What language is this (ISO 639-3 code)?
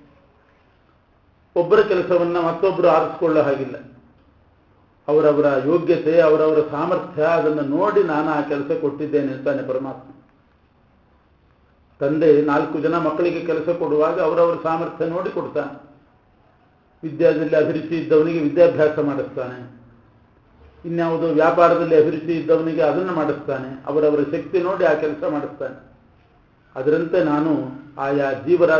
kan